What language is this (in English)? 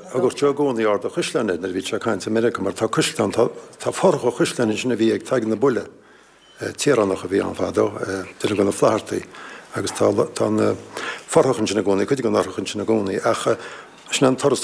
Irish